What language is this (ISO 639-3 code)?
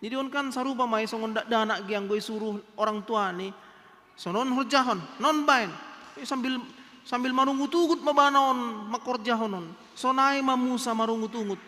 bts